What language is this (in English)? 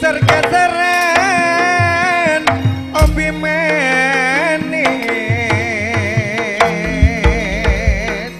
Madurese